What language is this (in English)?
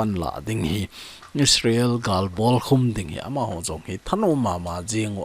Thado Chin